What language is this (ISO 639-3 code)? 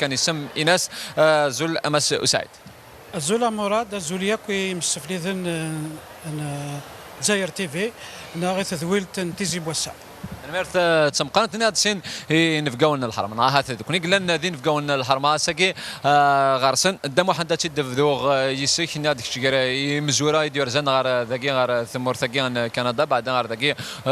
kab